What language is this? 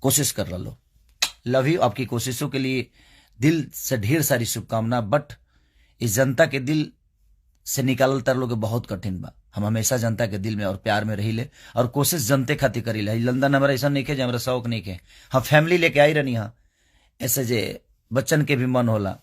Bhojpuri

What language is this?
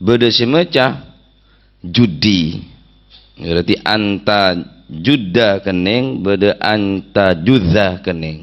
Madurese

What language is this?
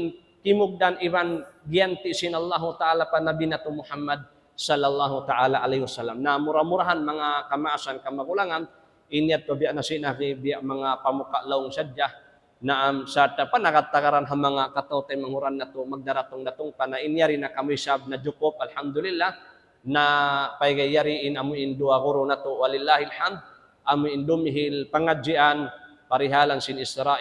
Tausug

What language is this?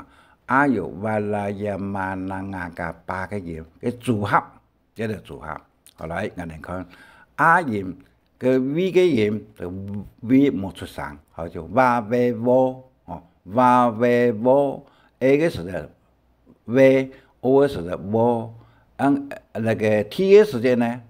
Hakka Chinese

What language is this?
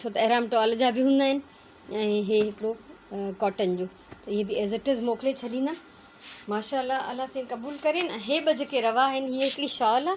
Sindhi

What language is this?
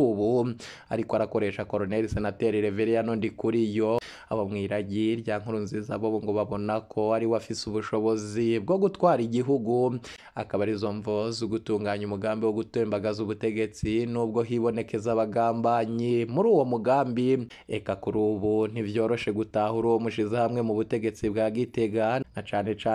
Rundi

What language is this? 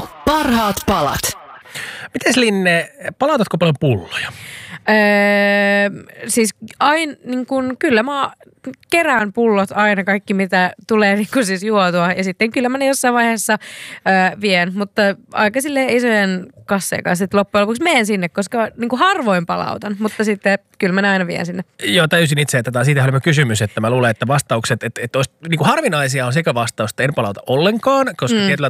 Finnish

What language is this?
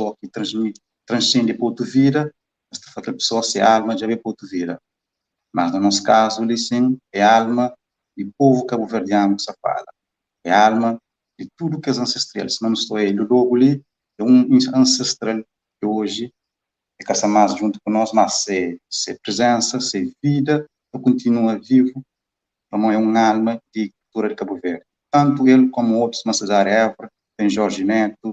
Kabuverdianu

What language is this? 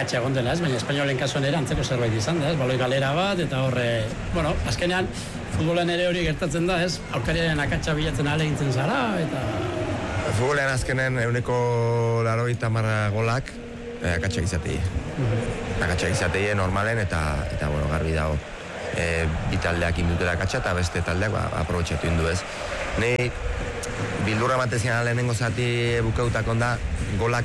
Basque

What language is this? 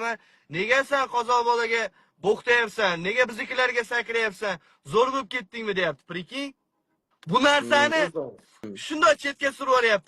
Uzbek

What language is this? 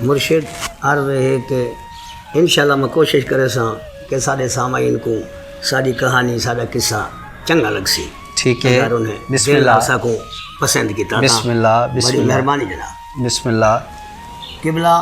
Saraiki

